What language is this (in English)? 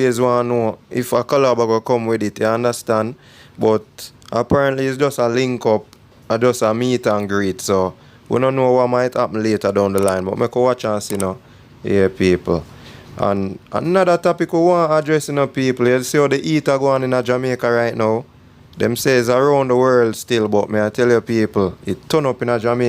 Jamaican Creole English